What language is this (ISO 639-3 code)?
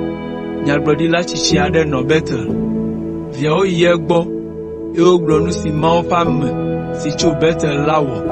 ewe